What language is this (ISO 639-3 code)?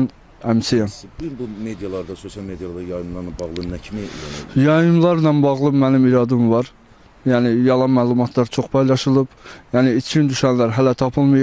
aze